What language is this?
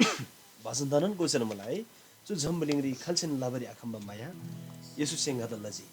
Eastern Tamang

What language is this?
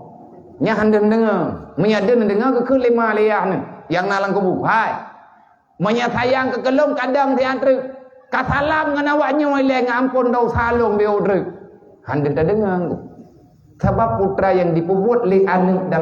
Achinese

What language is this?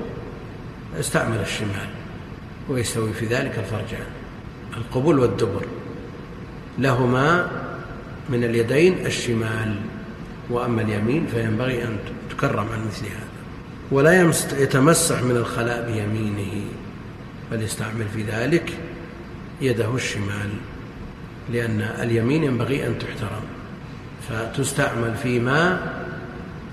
Arabic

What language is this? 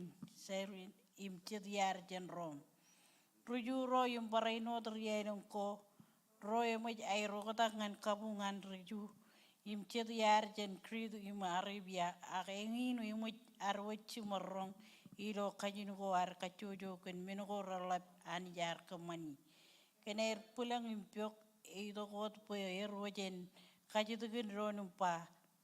Marshallese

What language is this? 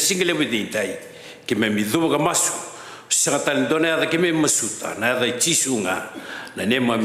Fijian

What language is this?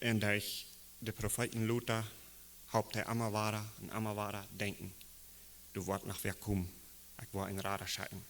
Plautdietsch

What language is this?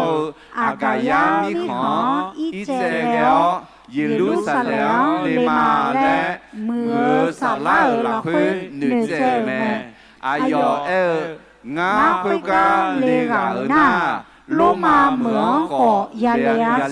Akha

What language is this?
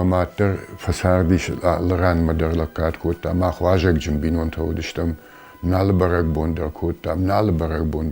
Ossetic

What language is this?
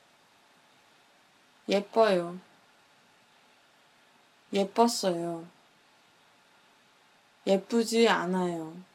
Korean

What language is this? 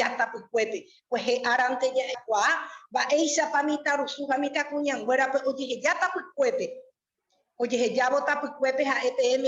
Guarani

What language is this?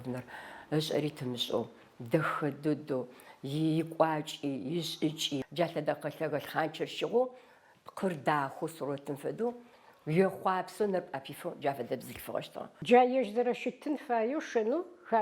Adyghe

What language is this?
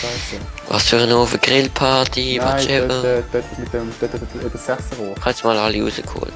Swiss German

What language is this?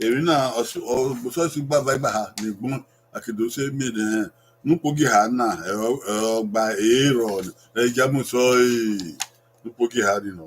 Bini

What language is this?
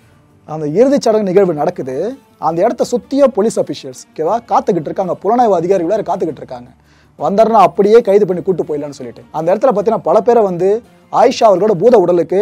Tamil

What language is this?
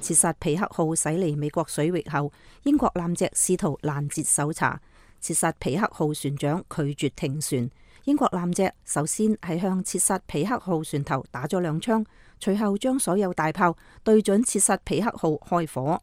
Cantonese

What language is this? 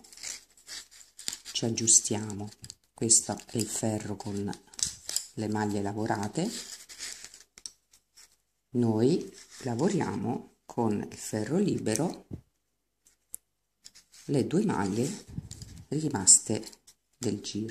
Italian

